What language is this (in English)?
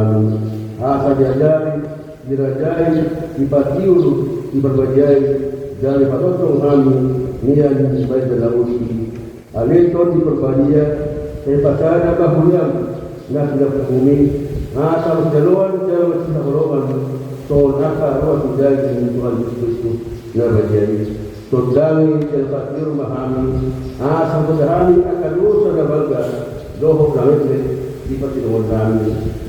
Batak Toba